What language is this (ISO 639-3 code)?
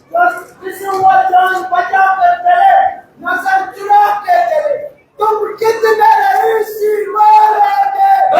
kas